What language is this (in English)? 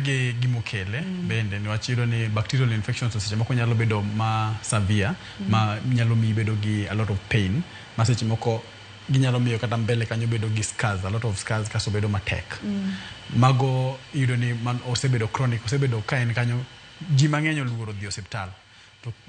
Luo (Kenya and Tanzania)